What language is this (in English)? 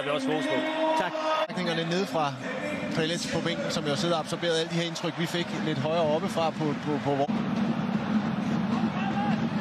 Danish